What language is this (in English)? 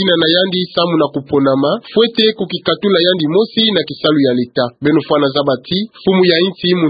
Kituba (Democratic Republic of Congo)